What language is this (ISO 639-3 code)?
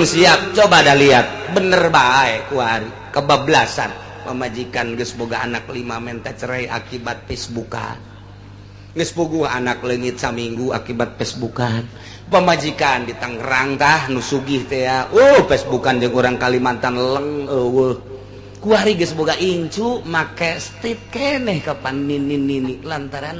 sun